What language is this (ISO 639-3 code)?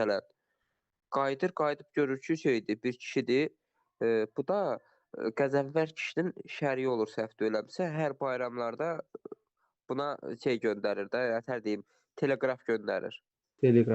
aze